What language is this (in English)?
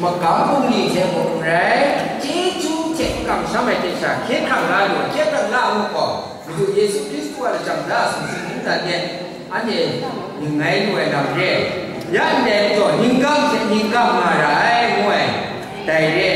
Kachin